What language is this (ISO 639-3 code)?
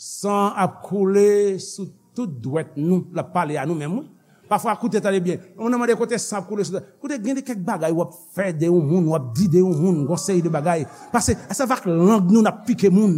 hat